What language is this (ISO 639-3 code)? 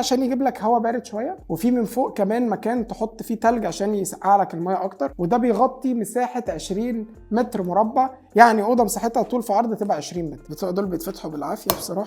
arz